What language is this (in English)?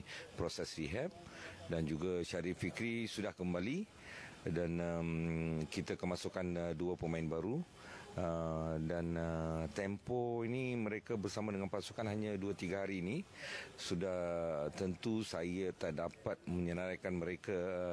Malay